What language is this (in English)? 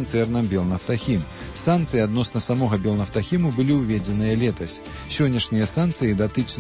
Belarusian